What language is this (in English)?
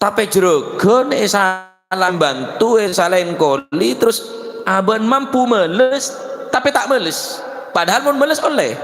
Madurese